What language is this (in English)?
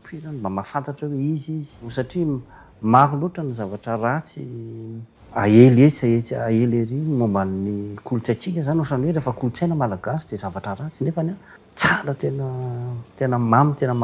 Malagasy